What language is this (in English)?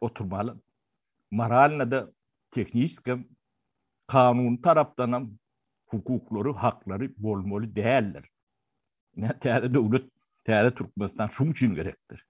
Turkmen